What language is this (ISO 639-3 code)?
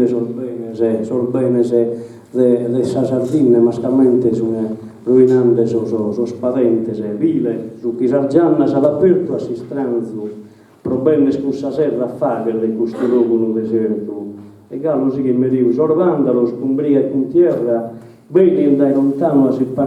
srd